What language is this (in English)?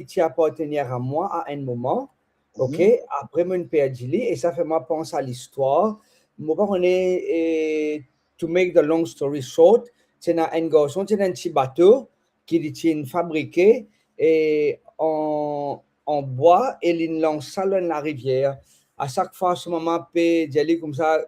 Morisyen